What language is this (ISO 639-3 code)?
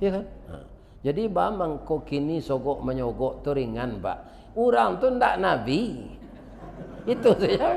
min